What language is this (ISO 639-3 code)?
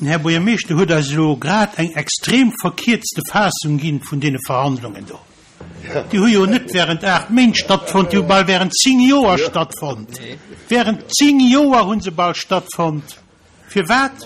ltz